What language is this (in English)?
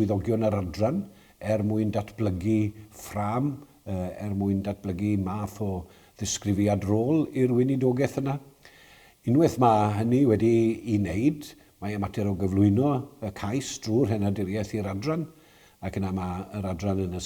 Welsh